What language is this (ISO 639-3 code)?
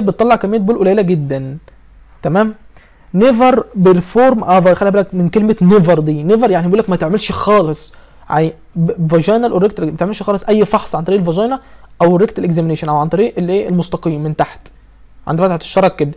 arz